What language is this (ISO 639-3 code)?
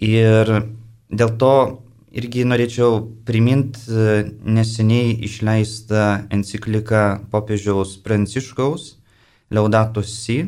lit